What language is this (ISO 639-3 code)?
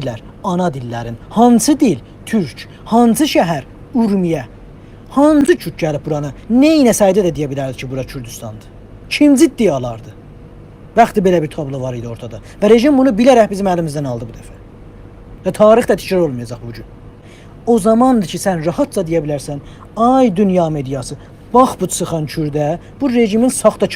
azb